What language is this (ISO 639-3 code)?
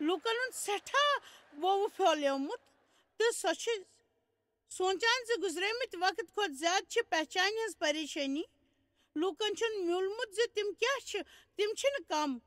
kas